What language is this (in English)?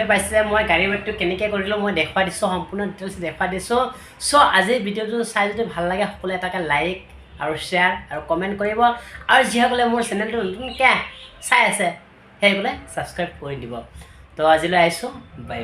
Assamese